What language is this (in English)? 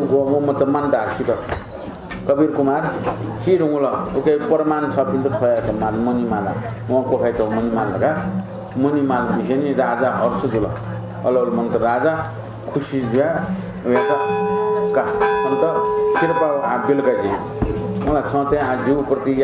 Newari